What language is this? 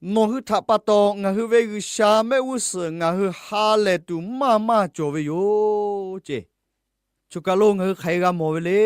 Lahu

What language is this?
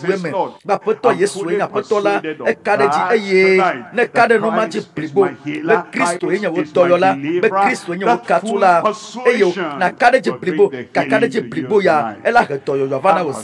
Ewe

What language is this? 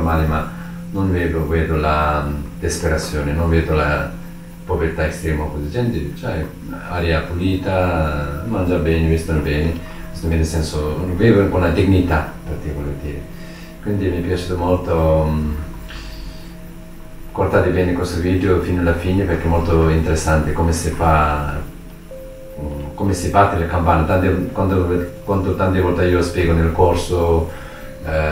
Italian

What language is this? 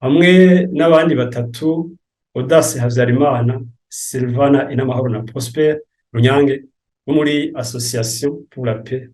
Rundi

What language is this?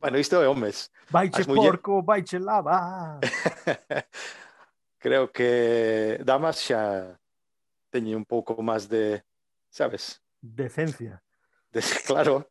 Galician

